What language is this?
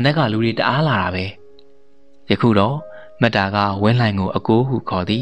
Burmese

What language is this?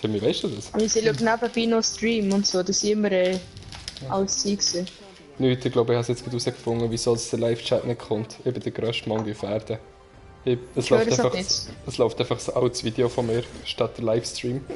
Swiss German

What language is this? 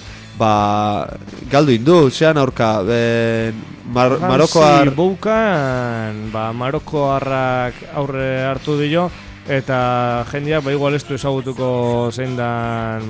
Basque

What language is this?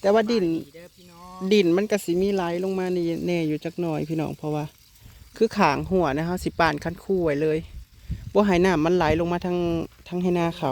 Northeastern Thai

